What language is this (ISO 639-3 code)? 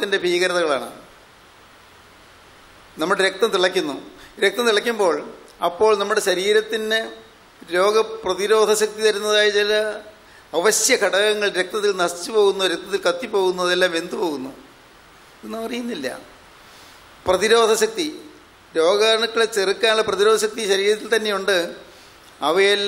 mal